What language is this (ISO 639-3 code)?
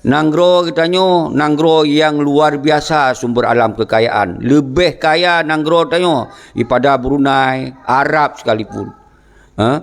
ace